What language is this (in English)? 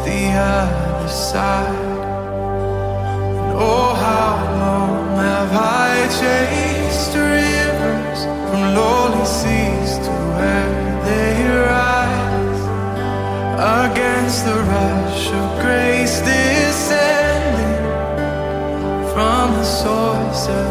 English